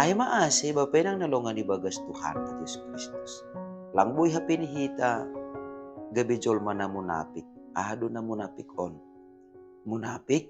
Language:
Batak Simalungun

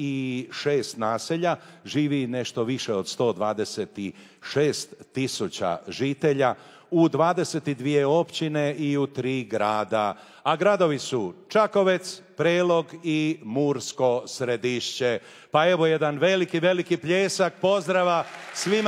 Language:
Croatian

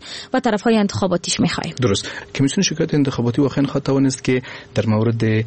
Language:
Persian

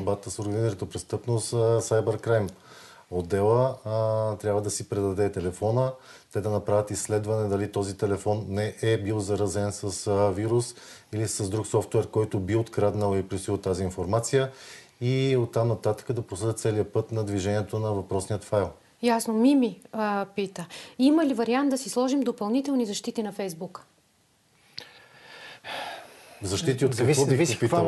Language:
Bulgarian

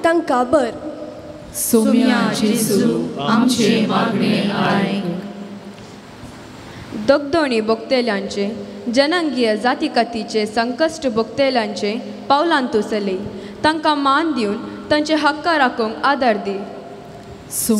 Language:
Konkani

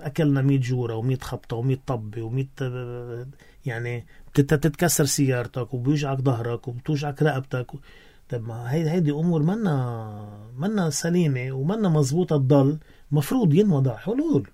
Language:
North Levantine Arabic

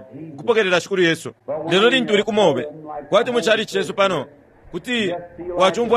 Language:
Bemba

